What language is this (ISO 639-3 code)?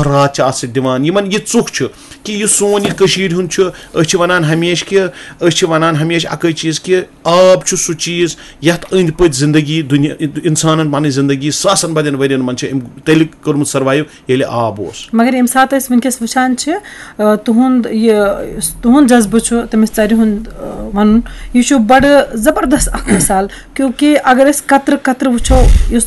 kas